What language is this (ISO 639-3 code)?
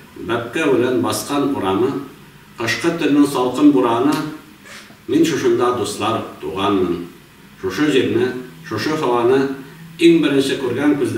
tat